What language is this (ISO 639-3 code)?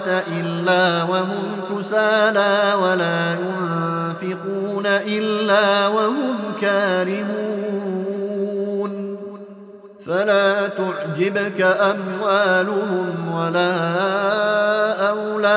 ara